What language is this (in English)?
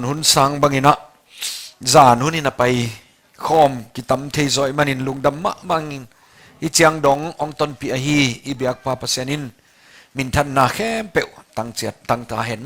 Tedim Chin